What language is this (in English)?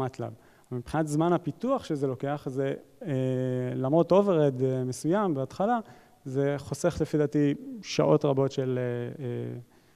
Hebrew